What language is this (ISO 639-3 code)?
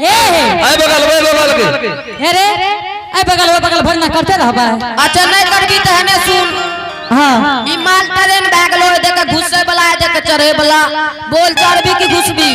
anp